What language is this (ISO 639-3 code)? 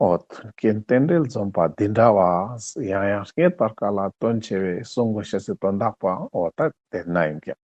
lbj